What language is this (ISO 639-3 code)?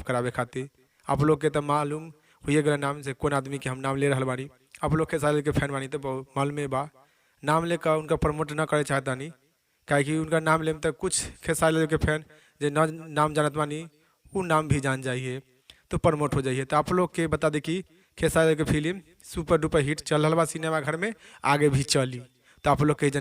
bho